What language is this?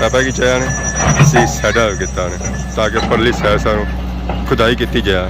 Pahari-Potwari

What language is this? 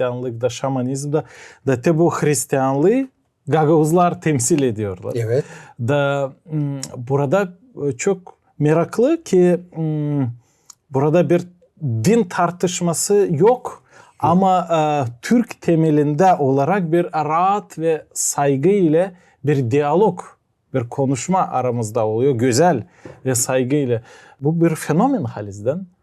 Gagauz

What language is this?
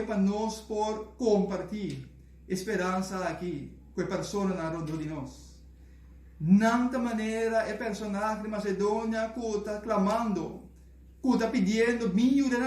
Papiamento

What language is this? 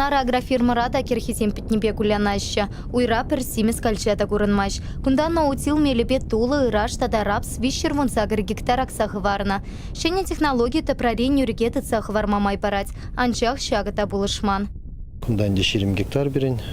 Chuvash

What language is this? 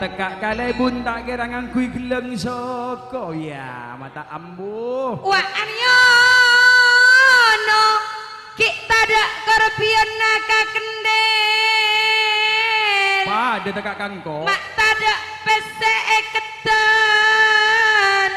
Madurese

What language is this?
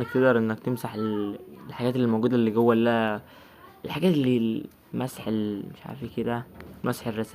Egyptian Arabic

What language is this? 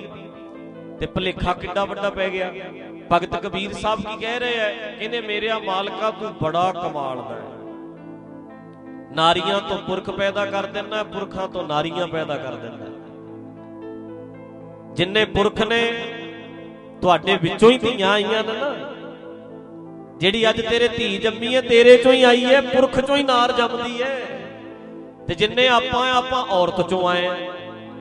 Punjabi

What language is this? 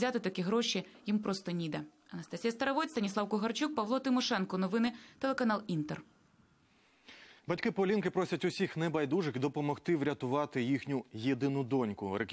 Ukrainian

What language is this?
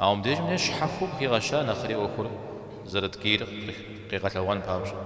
Kabardian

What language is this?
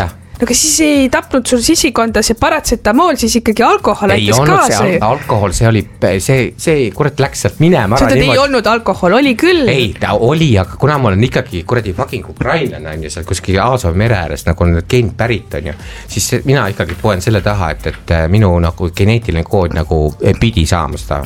Estonian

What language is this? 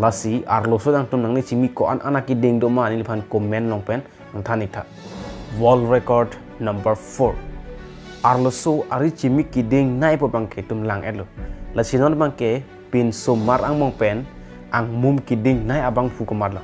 Karbi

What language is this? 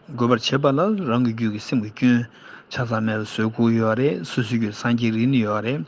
Tibetan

